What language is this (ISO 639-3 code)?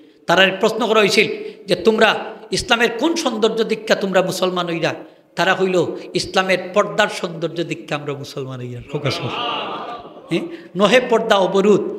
syl